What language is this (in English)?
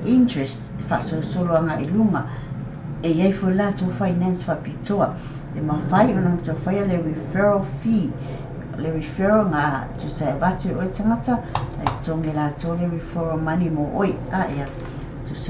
Samoan